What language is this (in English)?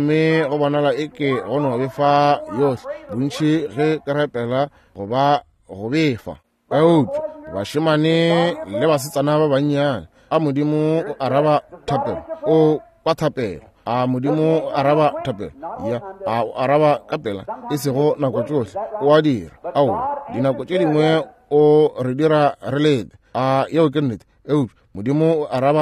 Northern Sotho